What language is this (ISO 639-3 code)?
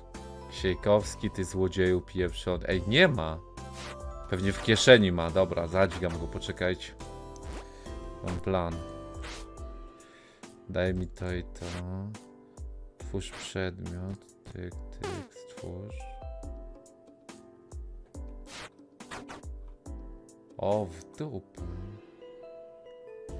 pol